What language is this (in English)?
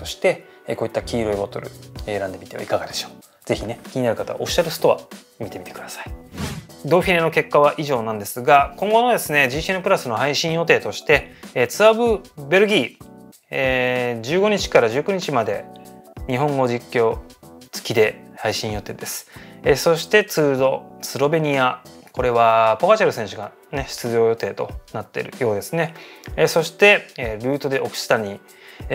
Japanese